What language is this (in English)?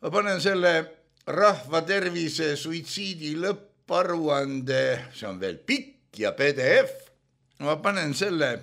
Estonian